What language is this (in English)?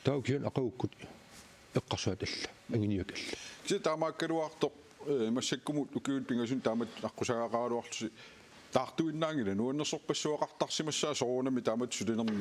Kalaallisut